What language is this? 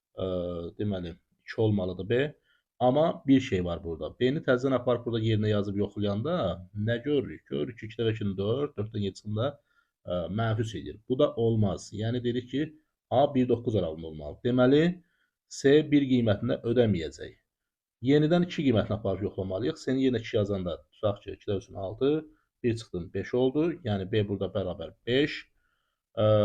Azerbaijani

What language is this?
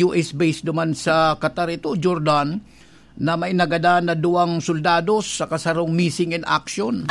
Bikol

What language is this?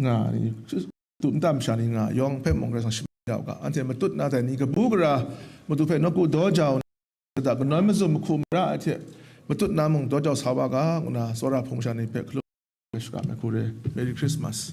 Kachin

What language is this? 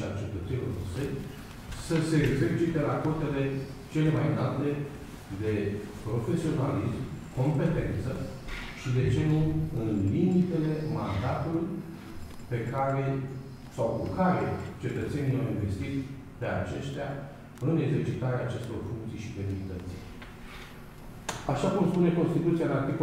Romanian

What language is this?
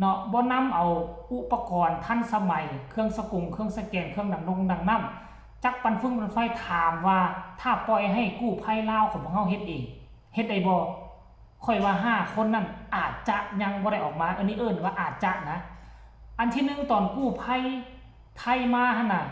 Lao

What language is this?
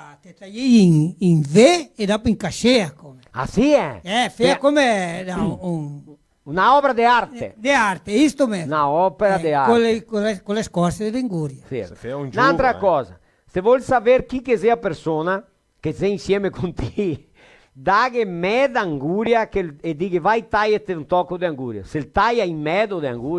Venetian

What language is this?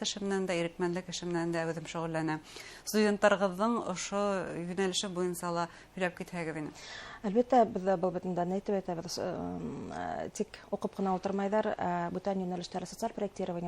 Bashkir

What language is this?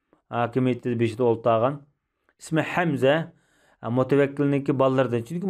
Uyghur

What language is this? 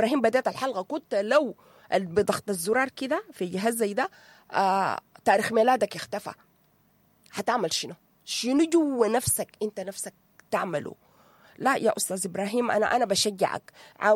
Sudanese Arabic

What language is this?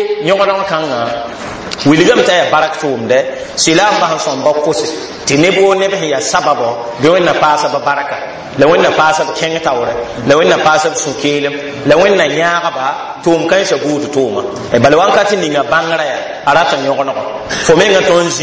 Mossi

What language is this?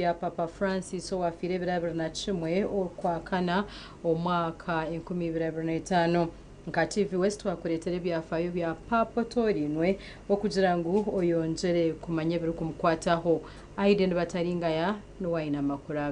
Nyankole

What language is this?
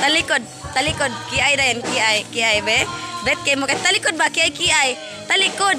Cebuano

